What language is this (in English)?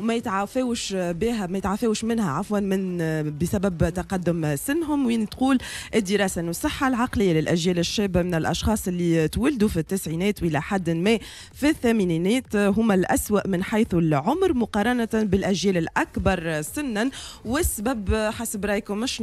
Tunisian Arabic